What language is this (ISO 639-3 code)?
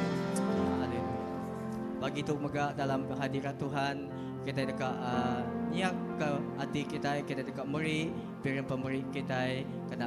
iba